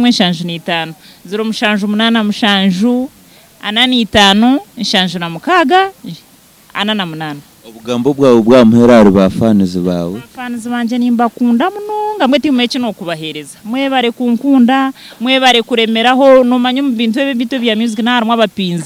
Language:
Nyankole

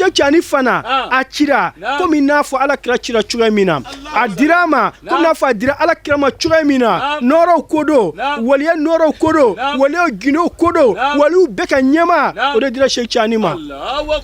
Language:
Bambara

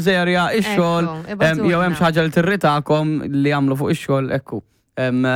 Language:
Maltese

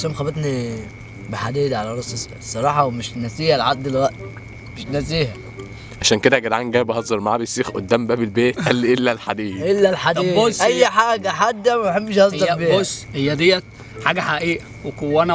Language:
Egyptian Arabic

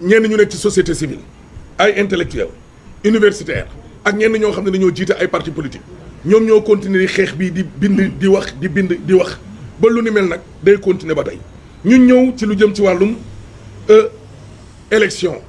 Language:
Wolof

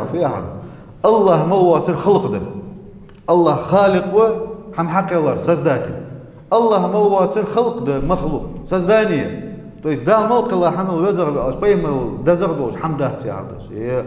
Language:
Ingush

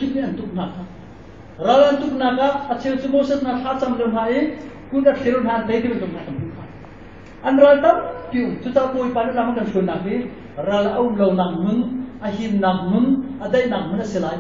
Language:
Hakha Chin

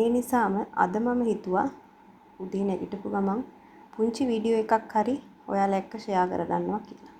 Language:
Sinhala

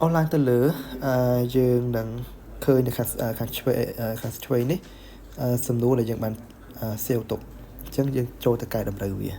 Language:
Khmer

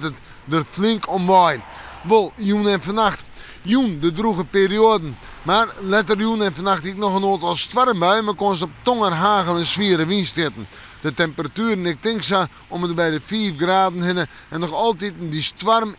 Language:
Western Frisian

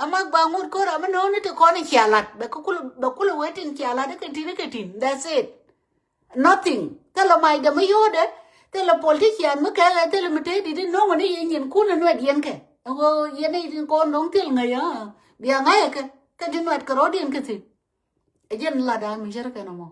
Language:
Nuer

